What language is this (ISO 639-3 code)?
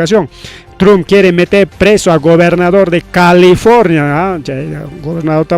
quy